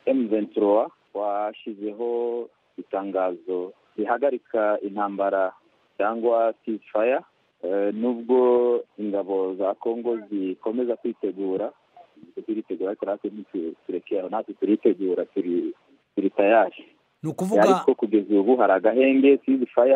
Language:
Kinyarwanda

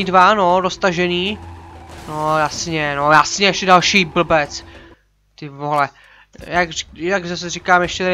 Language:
Czech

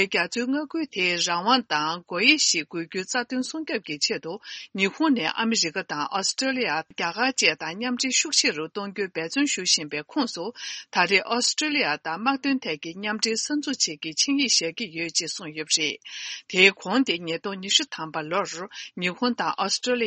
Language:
Tibetan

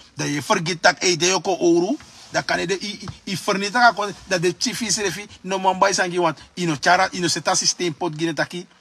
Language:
Sranan Tongo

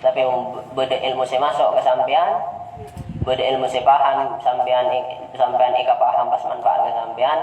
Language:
Madurese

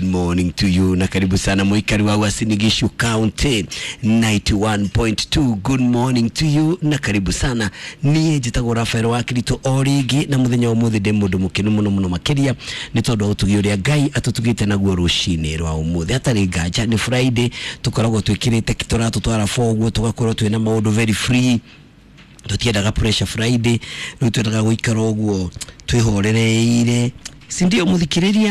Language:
Kikuyu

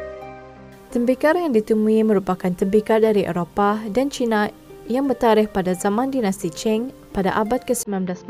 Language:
Malay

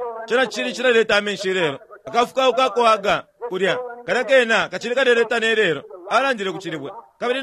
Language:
Bemba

